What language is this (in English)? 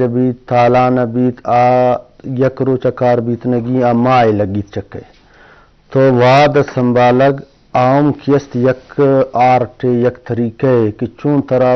Eastern Balochi